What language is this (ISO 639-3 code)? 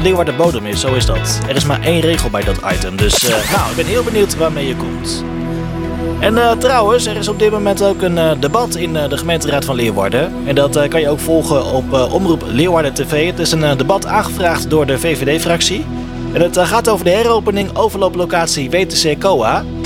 nld